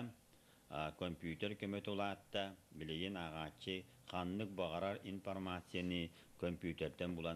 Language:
Yakut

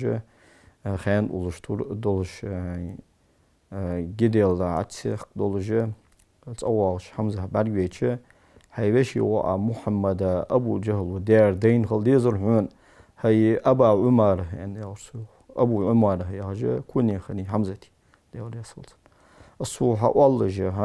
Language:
Ingush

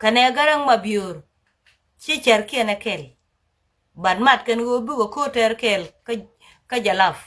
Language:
Nuer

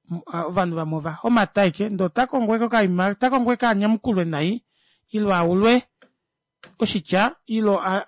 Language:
Kuanyama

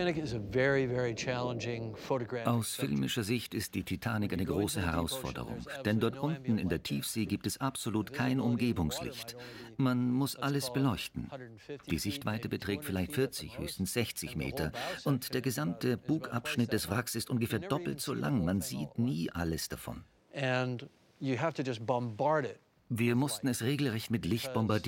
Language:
German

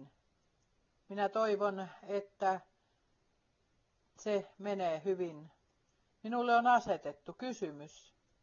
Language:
Finnish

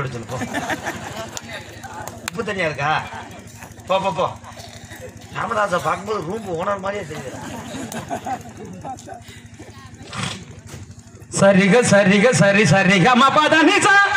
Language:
Tamil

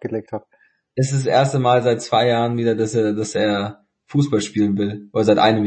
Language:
German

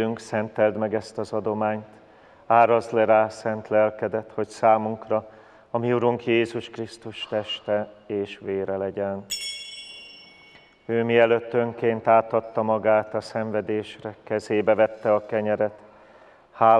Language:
Hungarian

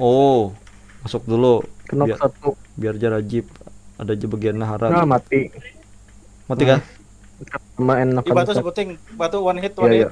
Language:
Banjar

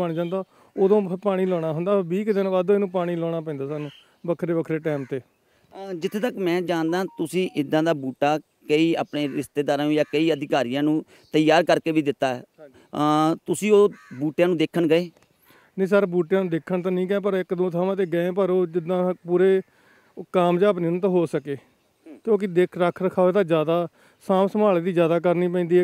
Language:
Punjabi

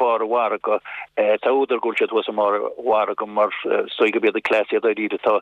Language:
Irish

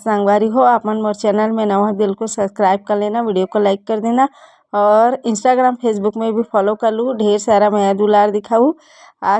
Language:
Chhattisgarhi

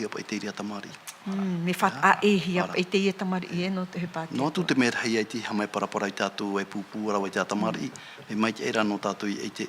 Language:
Tahitian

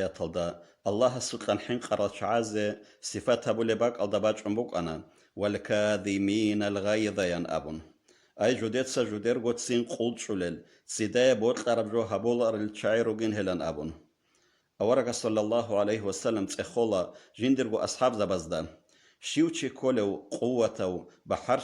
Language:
Avaric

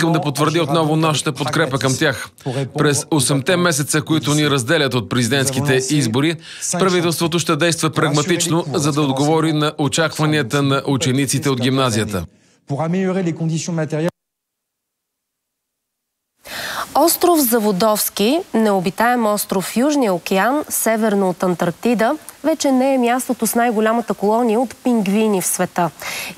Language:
Bulgarian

